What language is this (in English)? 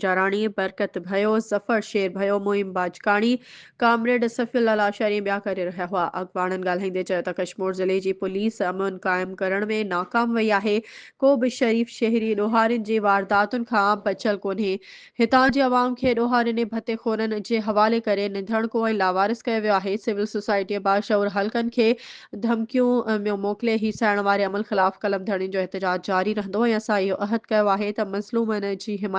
Sindhi